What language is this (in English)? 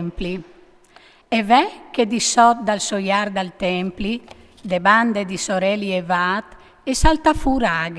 Friulian